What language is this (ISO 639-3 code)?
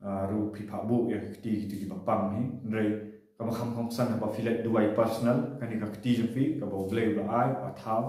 kha